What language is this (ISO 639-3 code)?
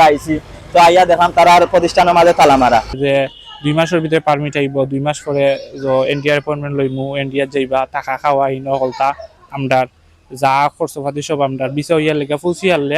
syl